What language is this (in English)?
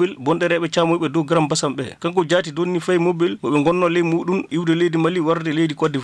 Fula